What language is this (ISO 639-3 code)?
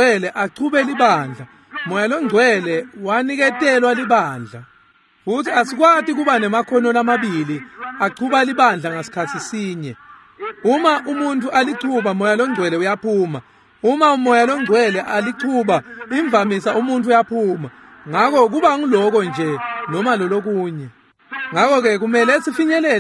ssw